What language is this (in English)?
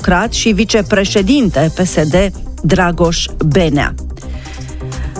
Romanian